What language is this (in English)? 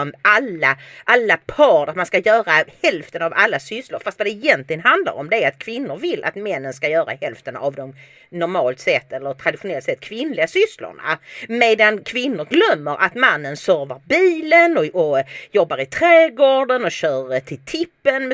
Swedish